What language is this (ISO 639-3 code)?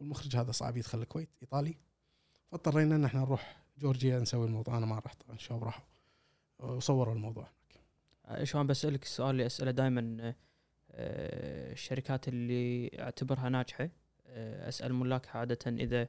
afb